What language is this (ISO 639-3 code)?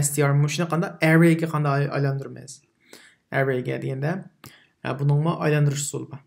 uig